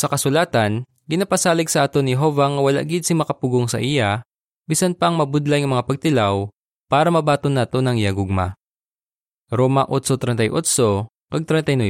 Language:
Hiligaynon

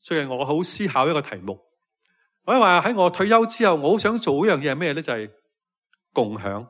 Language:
Cantonese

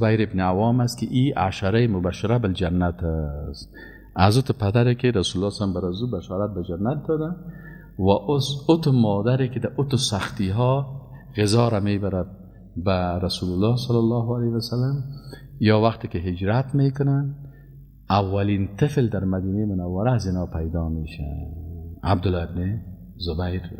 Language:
Persian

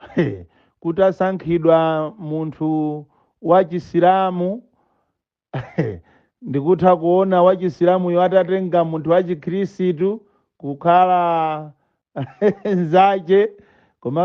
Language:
Nyanja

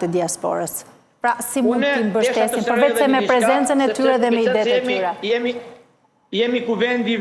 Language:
Albanian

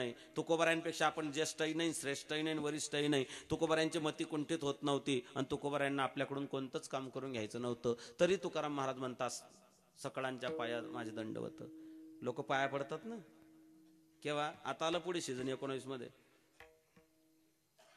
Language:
Marathi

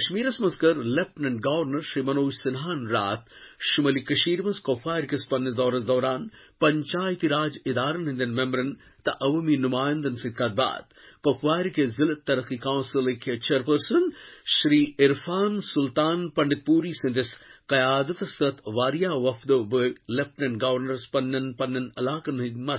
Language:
Kashmiri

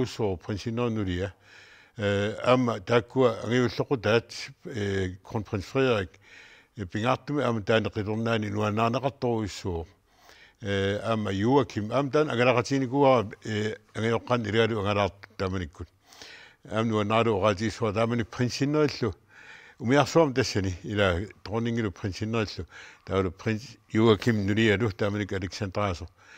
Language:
Kalaallisut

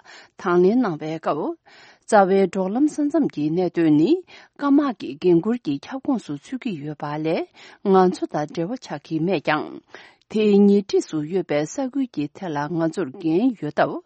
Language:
Tibetan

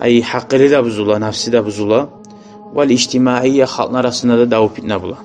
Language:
Kumyk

